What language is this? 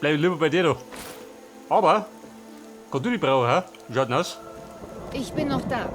Bavarian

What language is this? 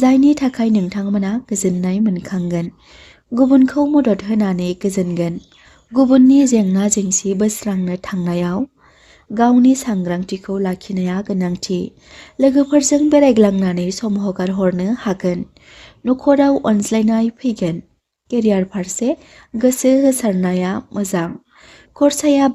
Bodo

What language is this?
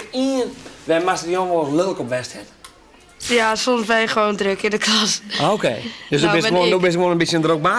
Western Frisian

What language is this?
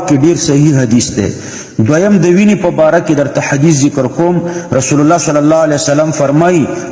Pashto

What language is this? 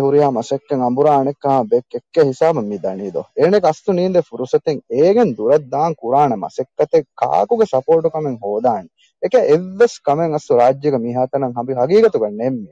Divehi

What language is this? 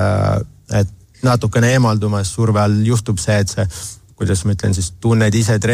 Estonian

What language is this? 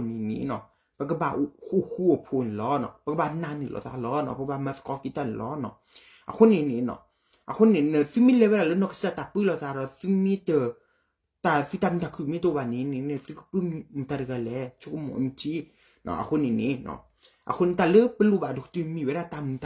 S'gaw Karen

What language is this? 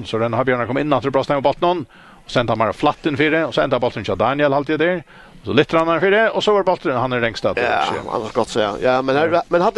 Faroese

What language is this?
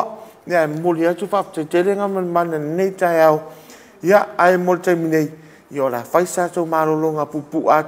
Samoan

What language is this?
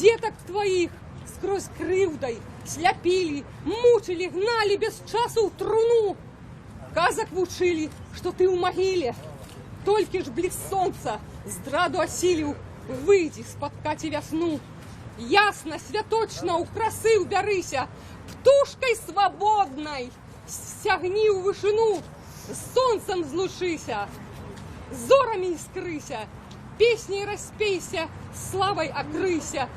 Belarusian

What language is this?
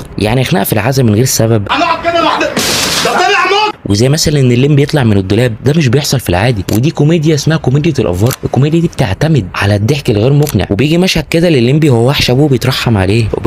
Egyptian Arabic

